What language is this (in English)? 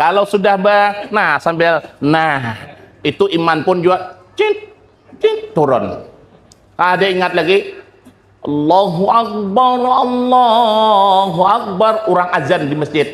Banjar